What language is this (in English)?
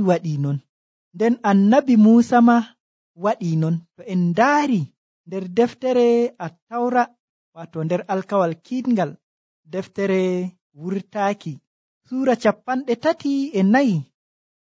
Nigerian Fulfulde